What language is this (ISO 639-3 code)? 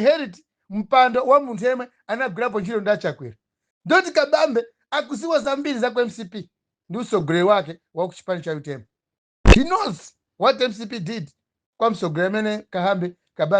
nya